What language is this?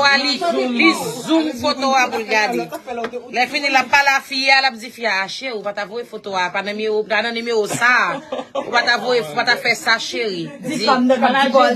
Haitian Creole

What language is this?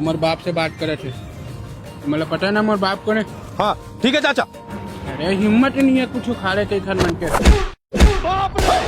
Chhattisgarhi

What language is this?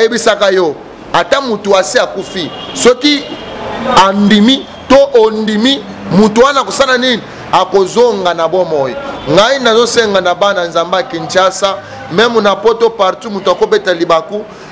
Lingala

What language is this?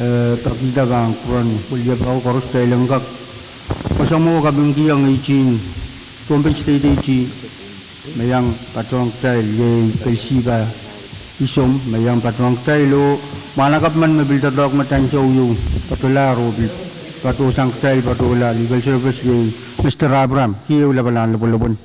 Pohnpeian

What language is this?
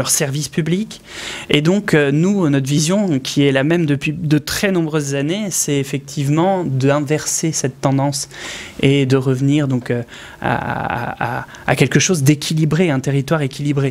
French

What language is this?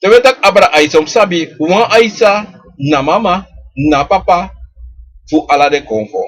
Sranan Tongo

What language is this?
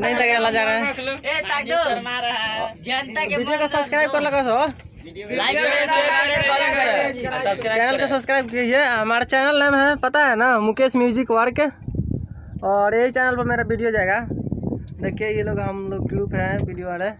Magahi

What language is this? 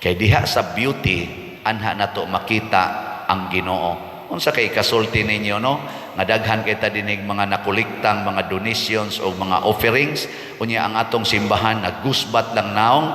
Cebuano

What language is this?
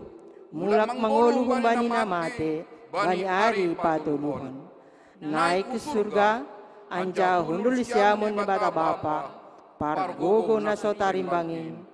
Batak Simalungun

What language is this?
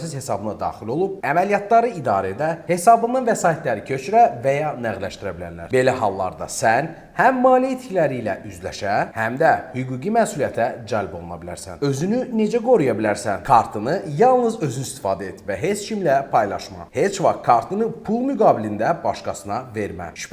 Azerbaijani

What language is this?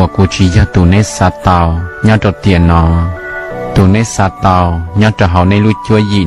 Hmong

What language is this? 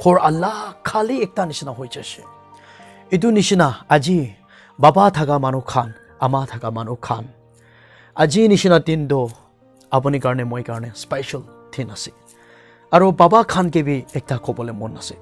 Naga Pidgin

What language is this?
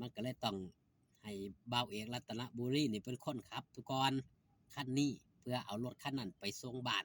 Northeastern Thai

